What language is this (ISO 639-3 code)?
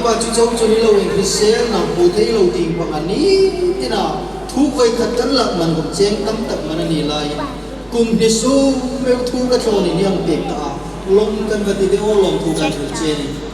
hmr